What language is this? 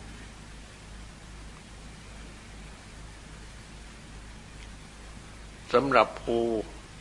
Thai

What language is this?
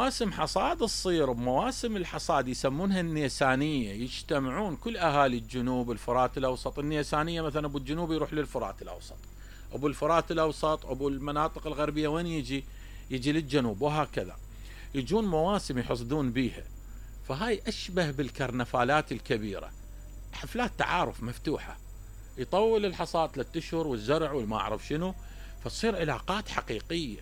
Mesopotamian Arabic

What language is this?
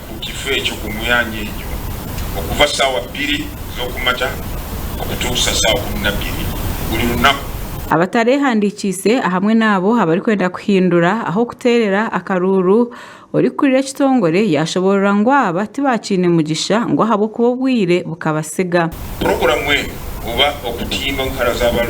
Nyankole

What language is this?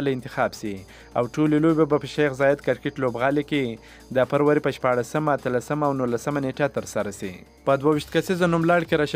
Pashto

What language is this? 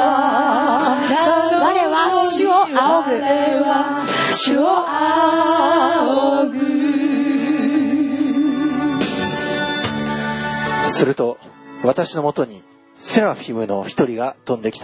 Japanese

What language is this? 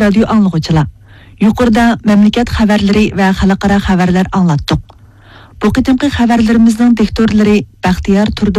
Uyghur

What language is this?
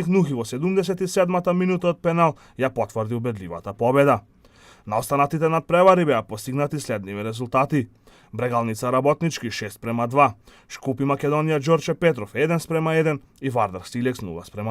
Macedonian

